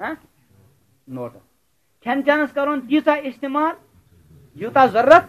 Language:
Kashmiri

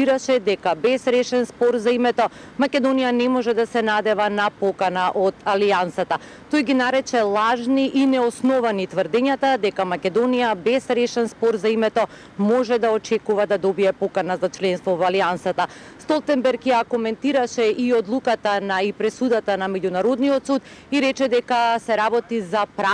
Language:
Macedonian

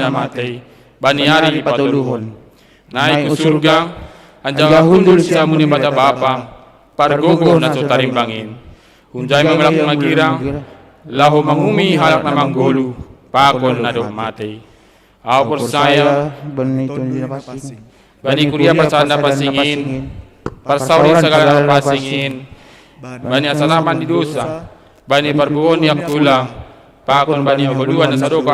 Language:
Batak Simalungun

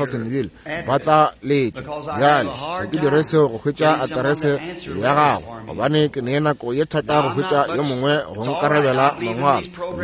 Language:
Northern Sotho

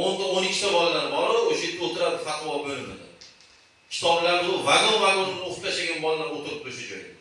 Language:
Uzbek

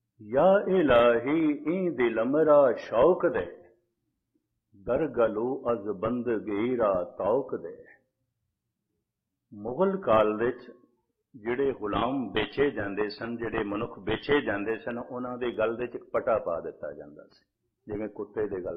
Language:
Punjabi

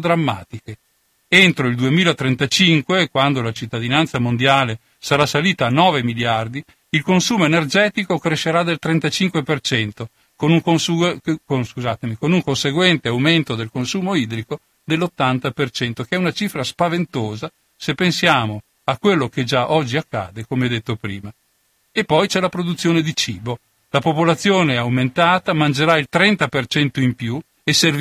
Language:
Italian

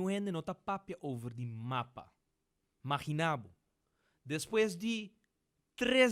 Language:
Papiamento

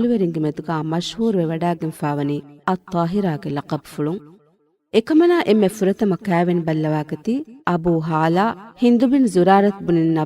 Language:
Divehi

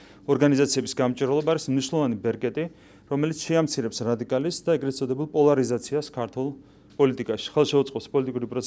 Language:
Georgian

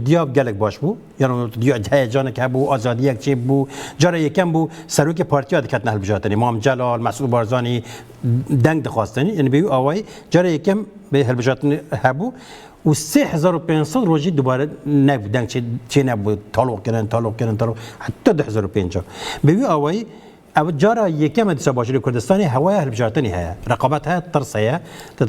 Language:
Kurdish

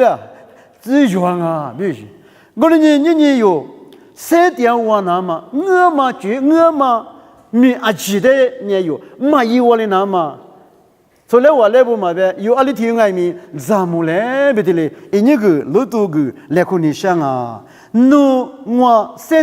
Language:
Lisu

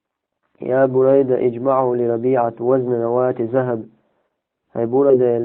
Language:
Chechen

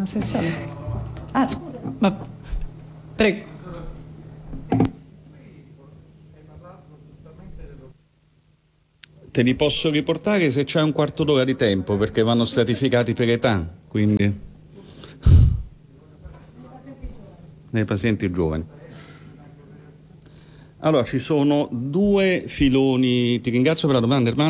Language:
Italian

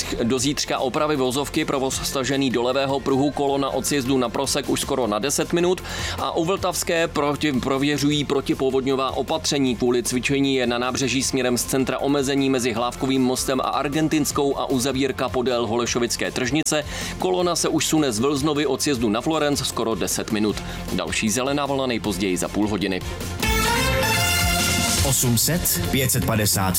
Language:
Czech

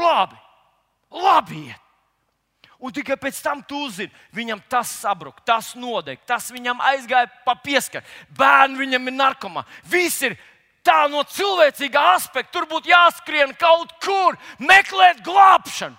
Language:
Latvian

